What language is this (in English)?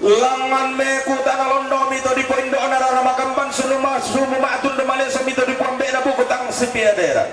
Toraja-Sa'dan